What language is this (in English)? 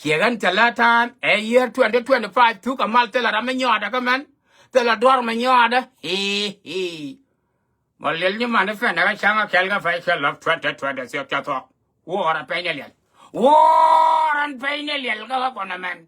Nuer